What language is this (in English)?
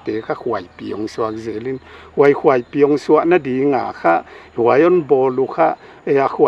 Paite Chin